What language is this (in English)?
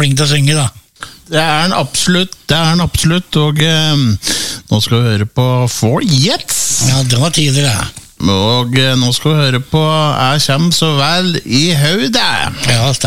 Norwegian